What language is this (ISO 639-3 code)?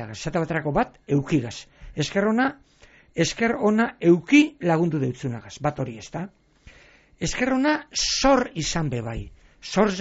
eus